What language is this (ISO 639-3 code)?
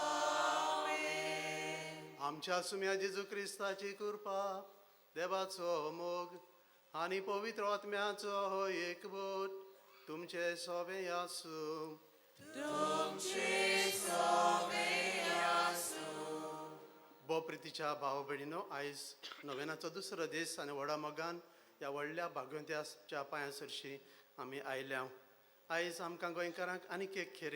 kok